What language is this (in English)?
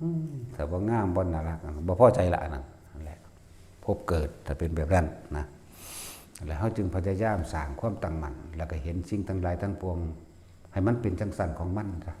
Northeastern Thai